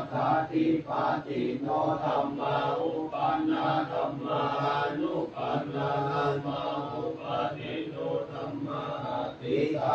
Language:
Pali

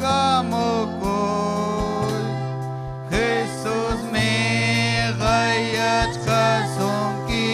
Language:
Ayacucho Quechua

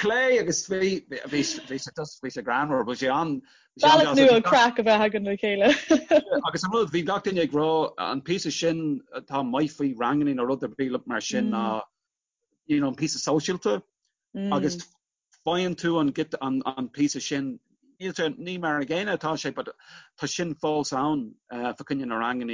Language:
Irish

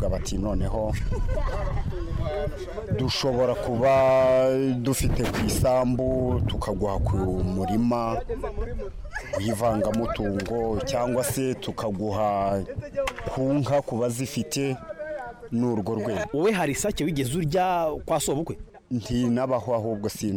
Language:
Kinyarwanda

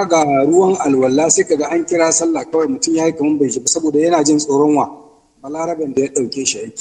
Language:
Hausa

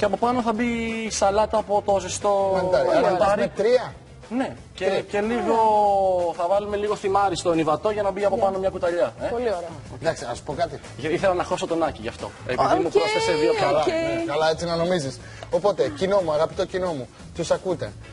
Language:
Greek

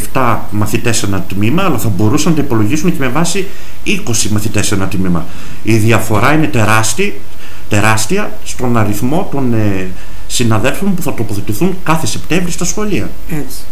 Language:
Greek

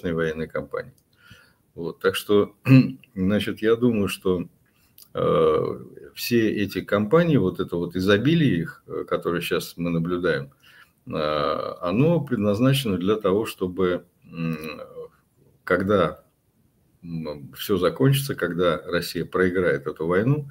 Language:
Russian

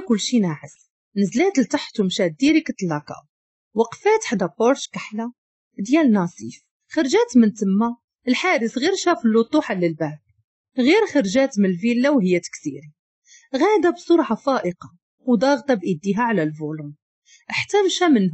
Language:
Moroccan Arabic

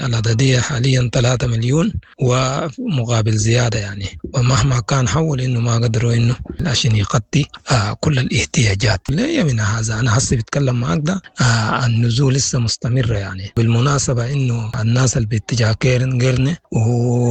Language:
Sudanese Arabic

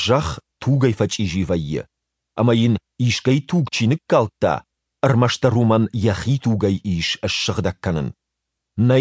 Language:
Ossetic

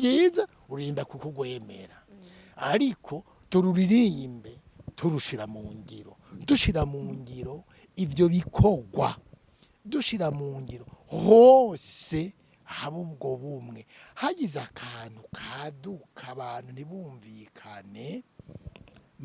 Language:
Rundi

